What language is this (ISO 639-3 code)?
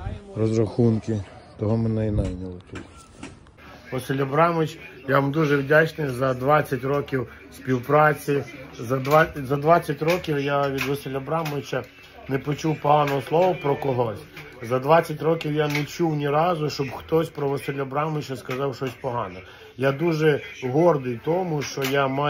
ukr